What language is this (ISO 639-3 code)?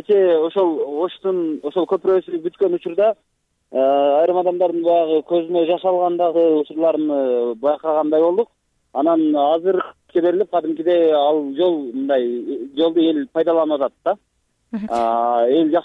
kir